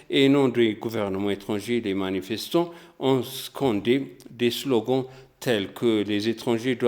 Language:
French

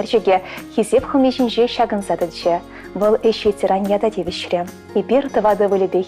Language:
Chuvash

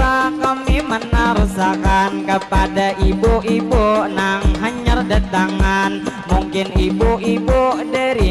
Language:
Banjar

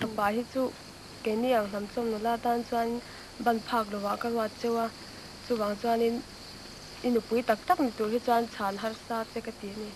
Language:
Mizo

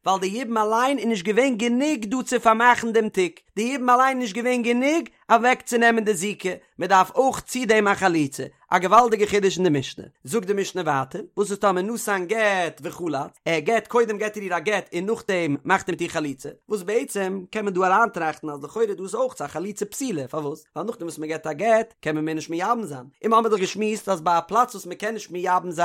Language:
Yiddish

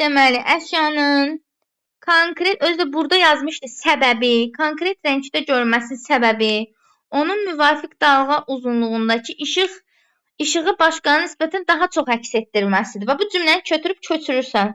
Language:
Azerbaijani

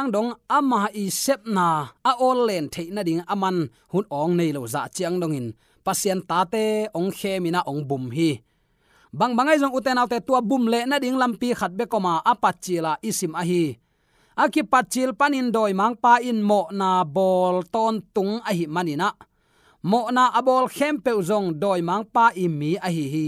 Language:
Tedim Chin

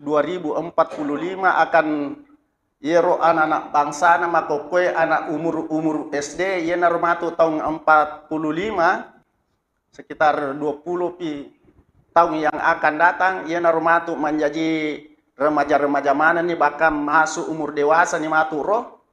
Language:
Buginese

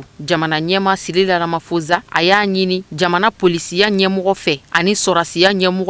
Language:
Bambara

